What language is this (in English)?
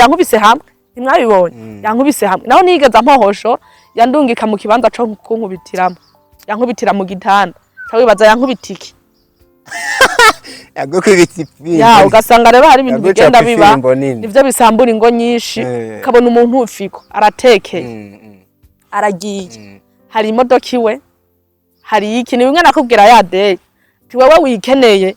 Rundi